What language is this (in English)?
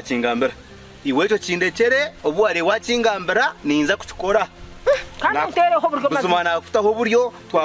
Nyankole